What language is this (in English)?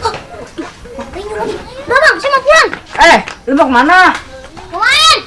Betawi